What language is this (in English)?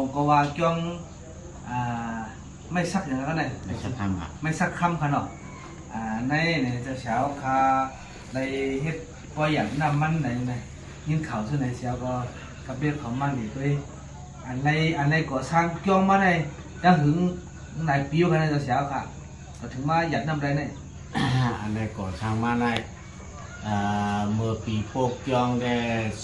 Shan